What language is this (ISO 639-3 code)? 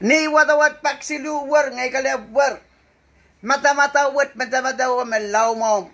pon